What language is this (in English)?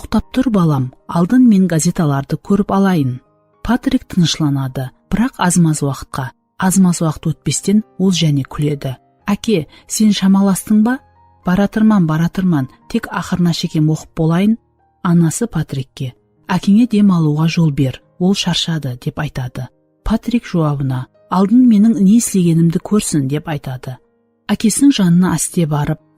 Kara-Kalpak